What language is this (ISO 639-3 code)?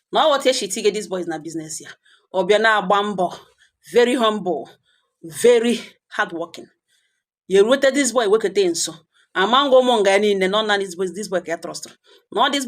ibo